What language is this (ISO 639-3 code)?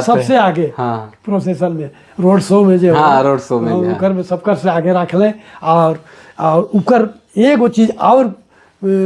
sck